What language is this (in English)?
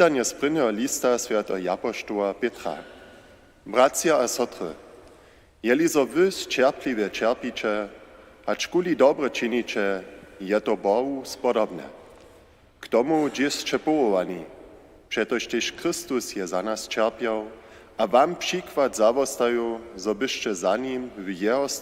Upper Sorbian